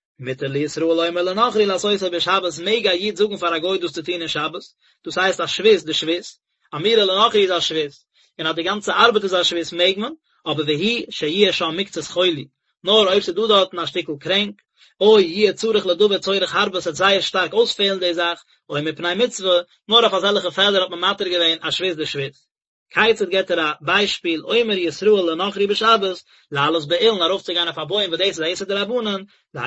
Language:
Yiddish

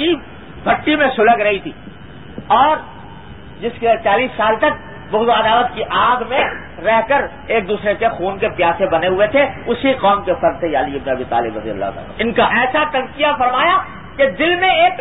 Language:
Urdu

